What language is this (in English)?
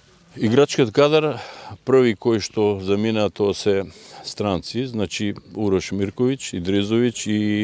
Macedonian